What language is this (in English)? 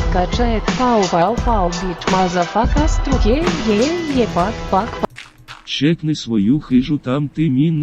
Rusyn